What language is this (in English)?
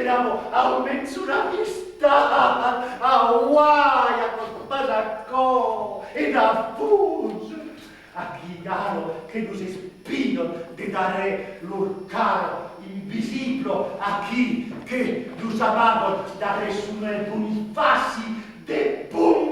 Occitan